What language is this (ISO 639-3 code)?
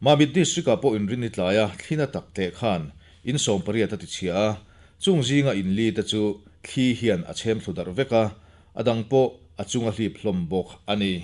lus